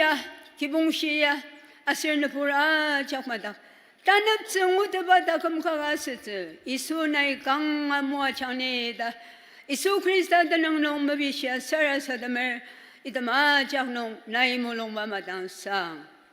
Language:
Ao Naga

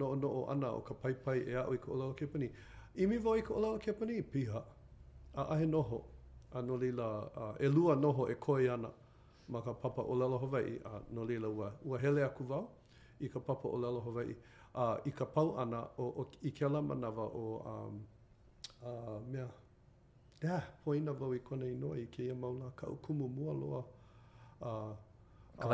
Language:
Hawaiian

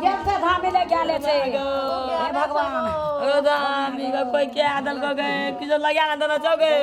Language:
Maithili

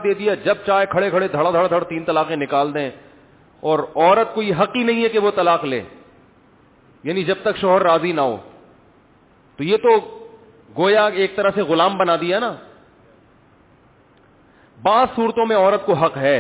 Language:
Urdu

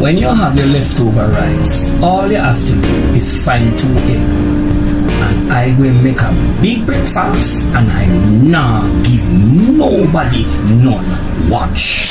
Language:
Jamaican Creole English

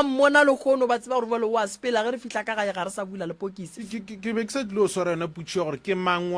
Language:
Northern Sotho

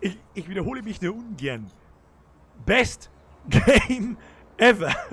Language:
Bavarian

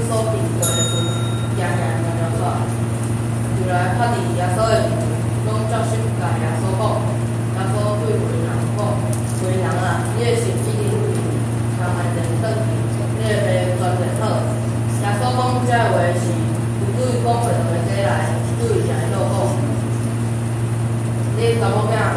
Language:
Min Nan Chinese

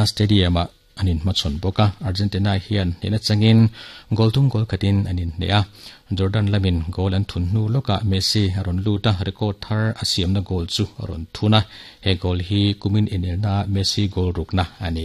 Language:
Mizo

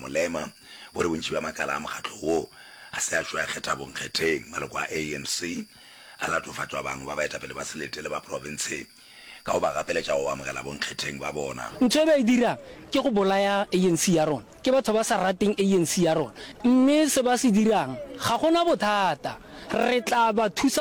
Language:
Northern Sotho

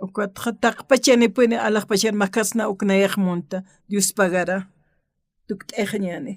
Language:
Aymara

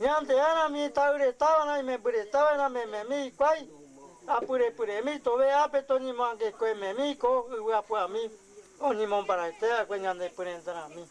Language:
Guarani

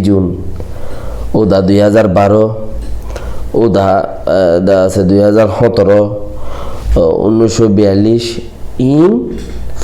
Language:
Rohingya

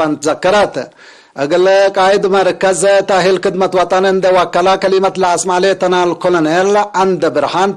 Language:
Tigre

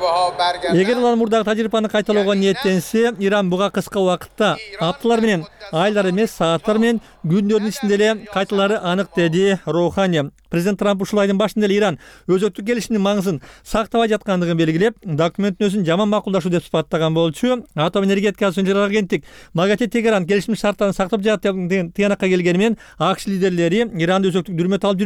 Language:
Kyrgyz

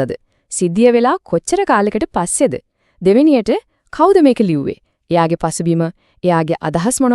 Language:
Sinhala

